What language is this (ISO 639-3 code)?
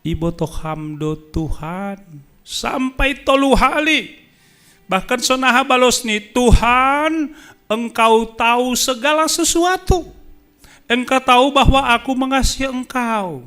bts